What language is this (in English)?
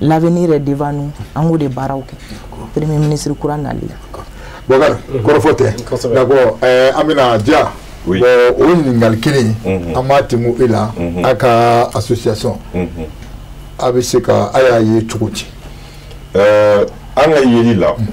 Bambara